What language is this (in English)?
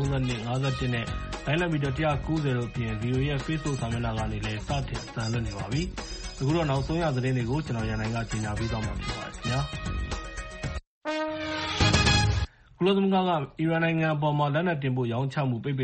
Burmese